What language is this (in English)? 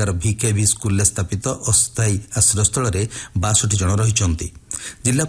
Odia